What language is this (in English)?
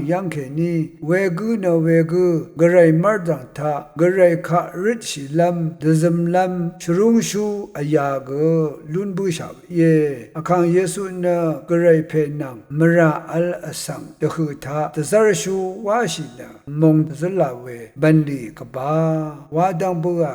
Rawang